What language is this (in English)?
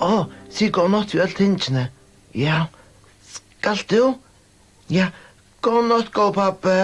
Faroese